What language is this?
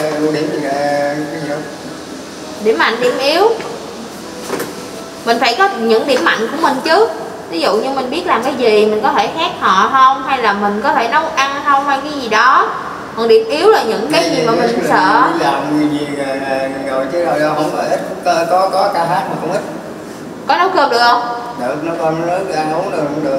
Vietnamese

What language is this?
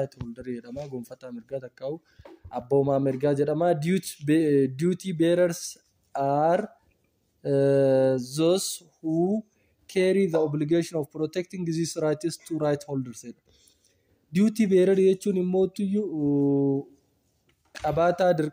Oromo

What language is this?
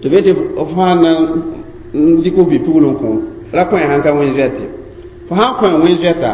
Mossi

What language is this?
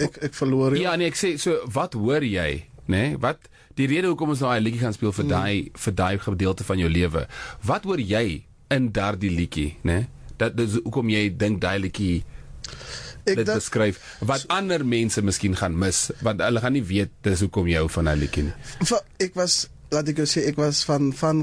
Afrikaans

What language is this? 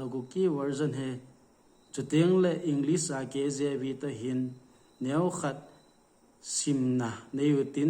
Thado Chin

